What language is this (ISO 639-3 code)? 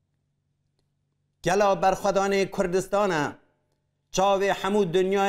fas